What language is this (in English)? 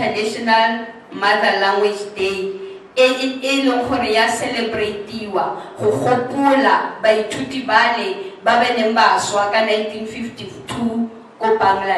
Tswana